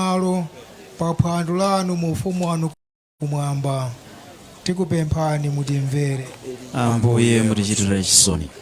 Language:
Nyanja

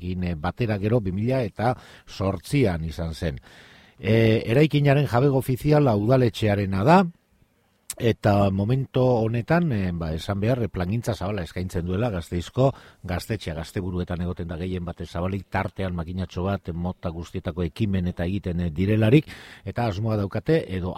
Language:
Basque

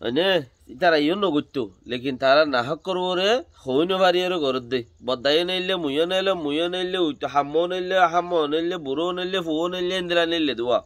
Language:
Rohingya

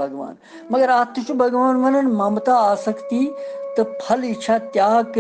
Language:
Kashmiri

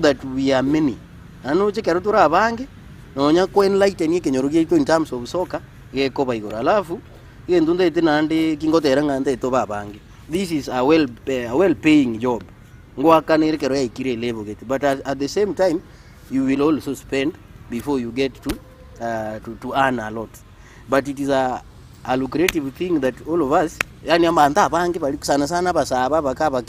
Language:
Gusii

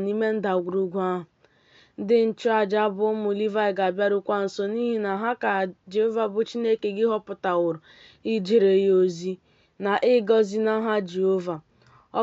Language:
Igbo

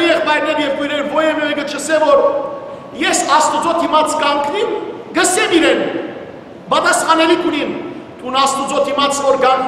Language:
Western Armenian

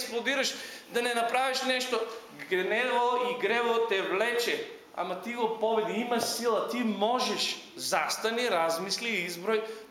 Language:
Macedonian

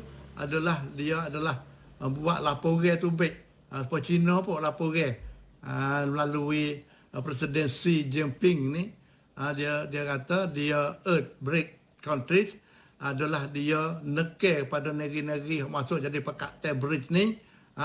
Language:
Malay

